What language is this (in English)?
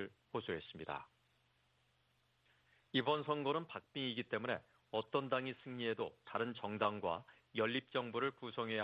Korean